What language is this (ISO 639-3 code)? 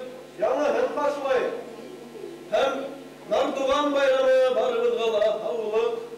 bak